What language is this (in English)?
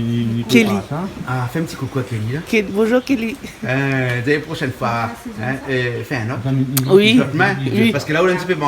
Réunion Creole French